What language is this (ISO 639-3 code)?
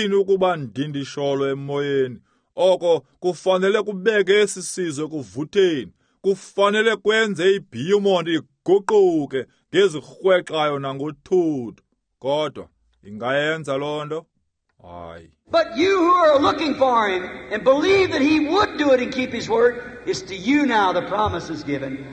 xho